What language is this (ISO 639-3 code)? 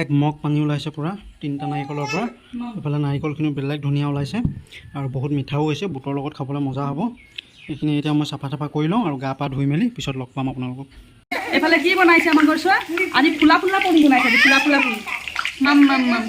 asm